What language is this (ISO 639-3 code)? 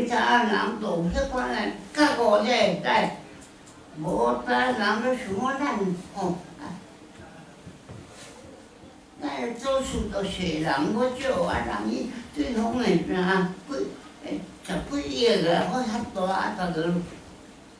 zho